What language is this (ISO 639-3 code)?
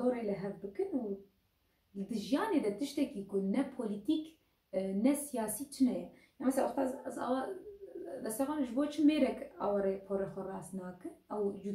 kur